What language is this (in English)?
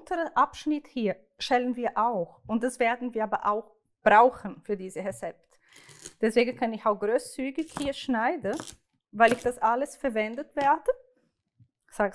Swiss German